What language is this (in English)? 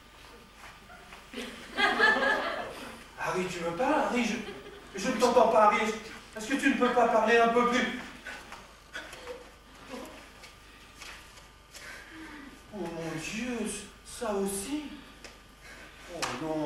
French